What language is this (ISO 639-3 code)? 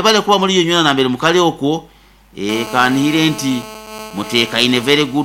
nyn